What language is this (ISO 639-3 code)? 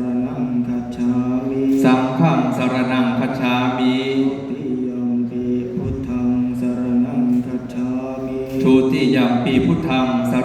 pli